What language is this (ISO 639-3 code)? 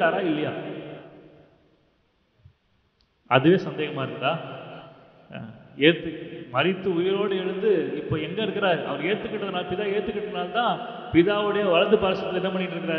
tam